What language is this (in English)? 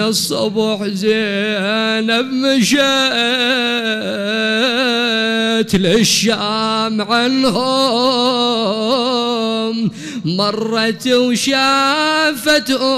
Mesopotamian Arabic